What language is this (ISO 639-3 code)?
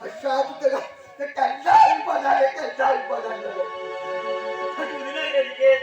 kok